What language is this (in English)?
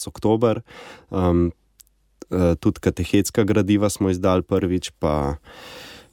Slovenian